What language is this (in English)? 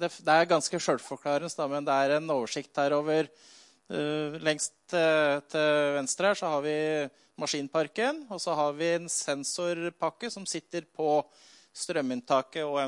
Norwegian